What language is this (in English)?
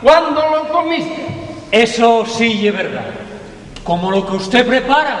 Asturian